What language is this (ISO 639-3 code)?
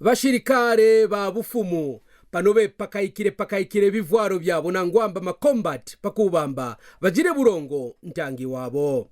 kqn